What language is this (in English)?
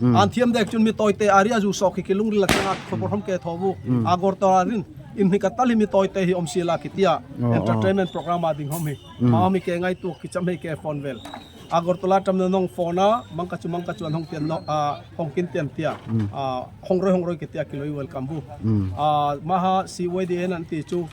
Darlong